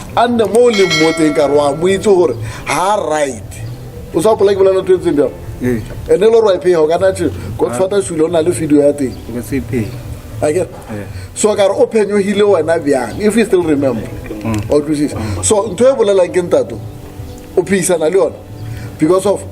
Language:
Northern Sotho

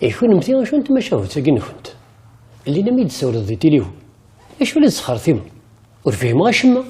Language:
Kabyle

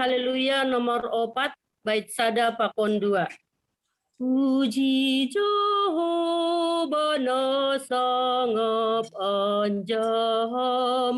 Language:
Batak Simalungun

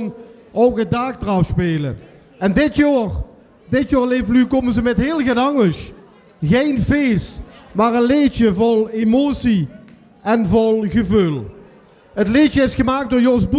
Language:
Limburgish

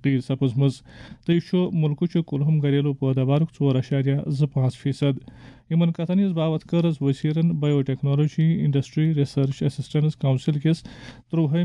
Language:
Kashmiri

